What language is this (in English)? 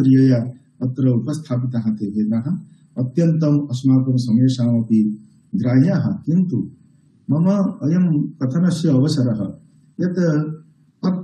Sanskrit